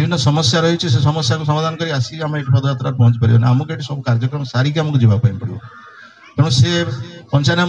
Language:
Odia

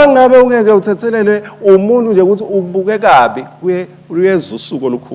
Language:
Swati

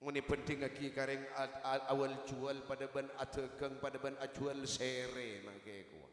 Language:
Madurese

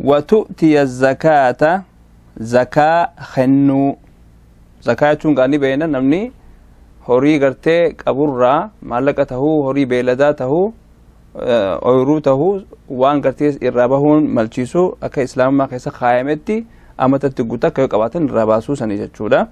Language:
Oromo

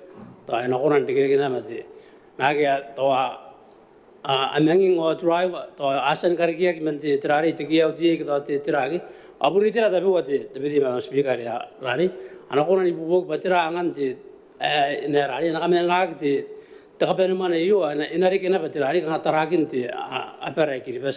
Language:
Gilbertese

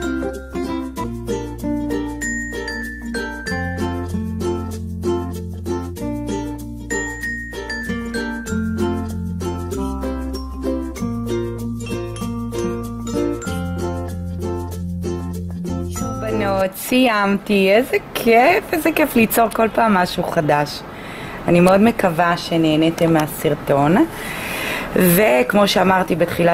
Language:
Hebrew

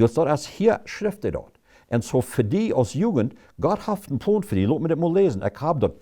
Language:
Plautdietsch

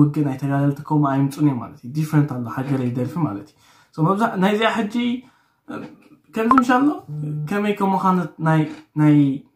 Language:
Tigrinya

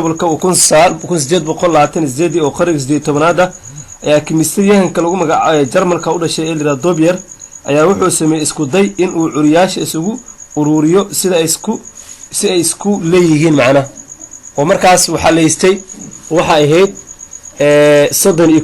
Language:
Somali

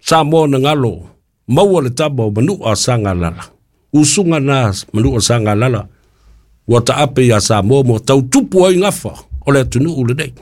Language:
Samoan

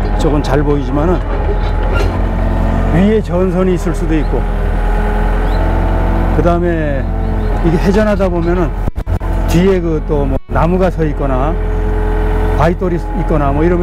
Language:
Korean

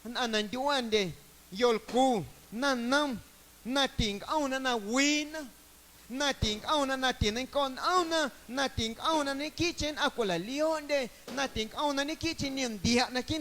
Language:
Guerrero Amuzgo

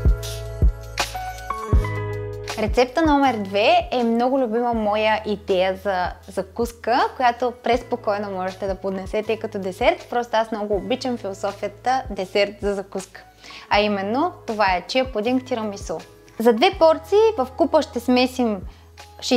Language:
Bulgarian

